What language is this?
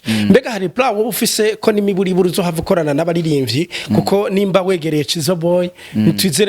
Rundi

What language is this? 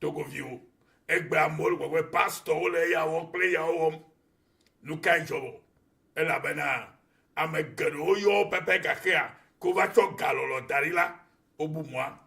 Ewe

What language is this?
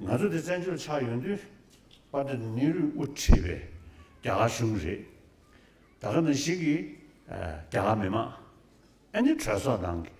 Tibetan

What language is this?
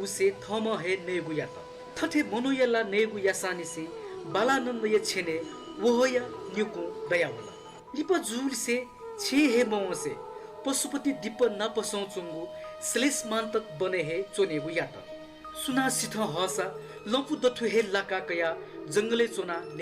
Newari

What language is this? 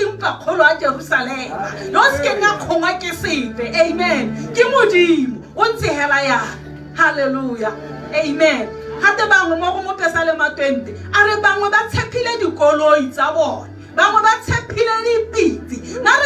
Tswana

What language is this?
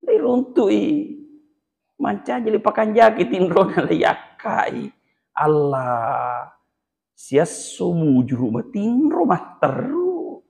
Buginese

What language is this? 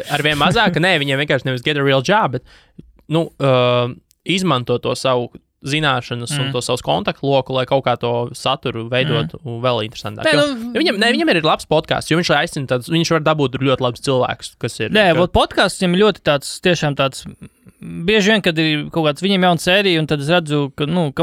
Latvian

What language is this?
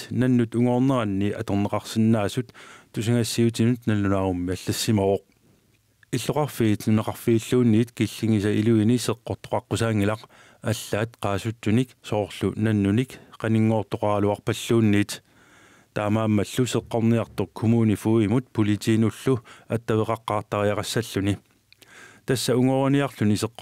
Kalaallisut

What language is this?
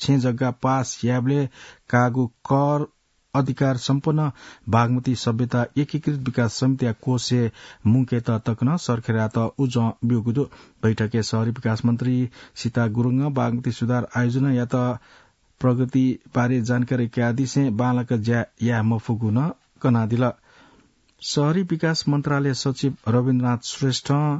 Newari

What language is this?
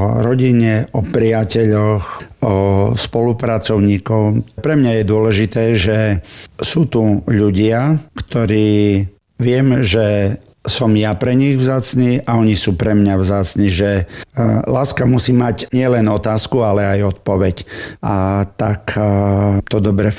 Slovak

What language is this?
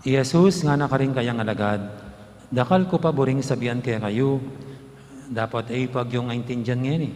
Pampanga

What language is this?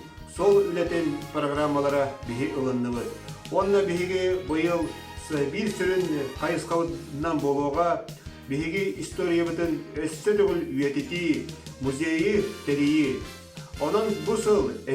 Yakut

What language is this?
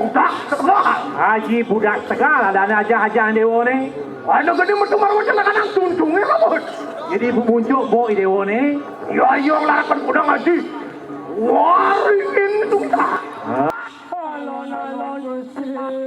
Balinese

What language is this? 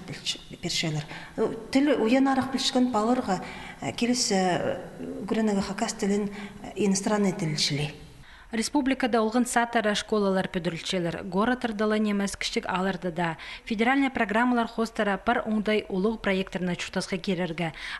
Khakas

